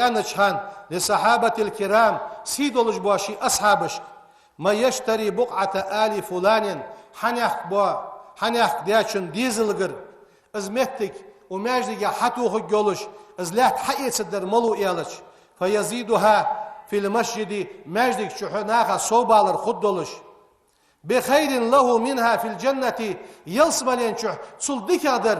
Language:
Ingush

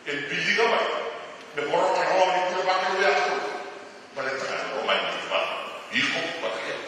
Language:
Fijian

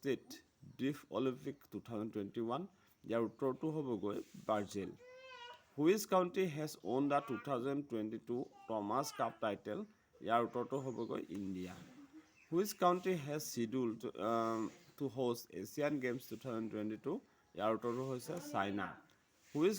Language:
Assamese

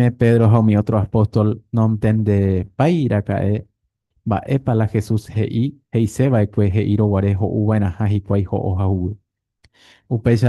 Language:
Guarani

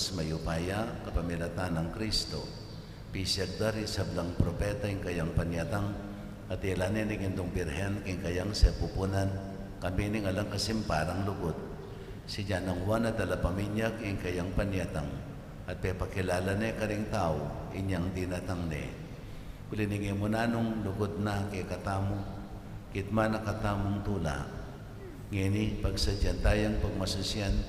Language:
Pampanga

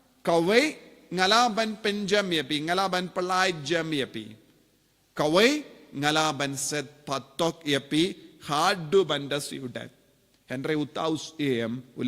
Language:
Khasi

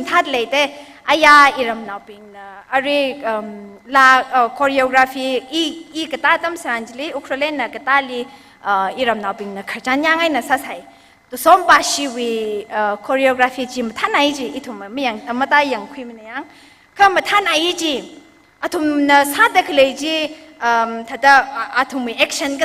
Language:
Tangkhul Naga (India)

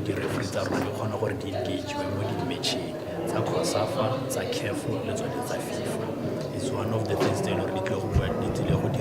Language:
Tswana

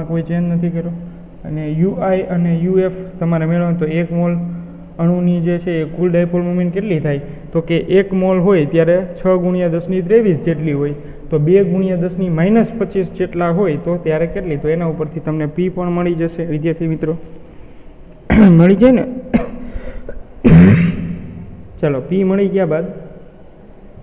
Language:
Gujarati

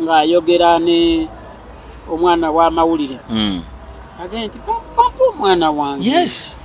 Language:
Ganda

